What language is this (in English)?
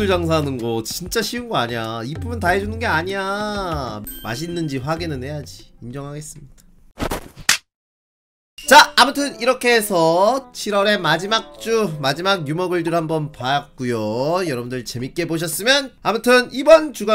Korean